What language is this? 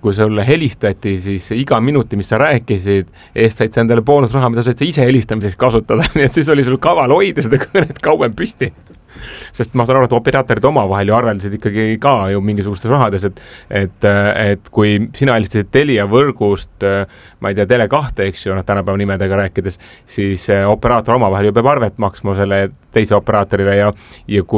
Estonian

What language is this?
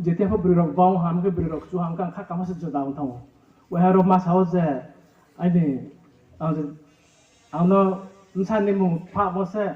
Riang (India)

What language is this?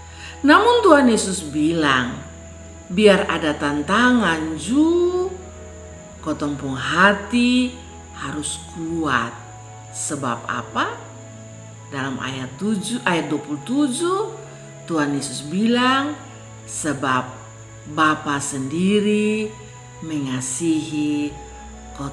Kupang Malay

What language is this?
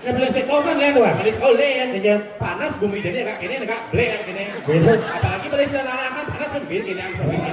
Balinese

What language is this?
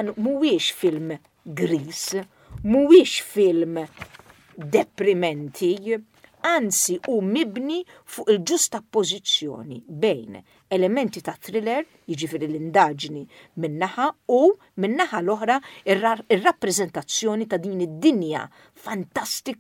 Maltese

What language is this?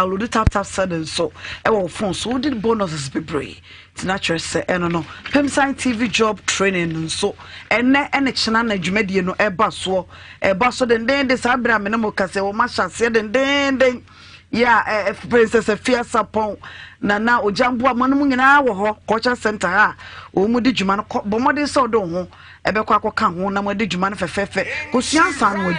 Akan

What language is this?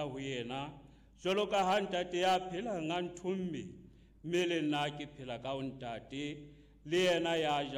Southern Sotho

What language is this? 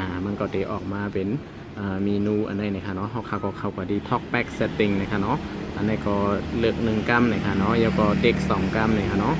Shan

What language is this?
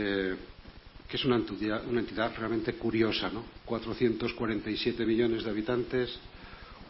Spanish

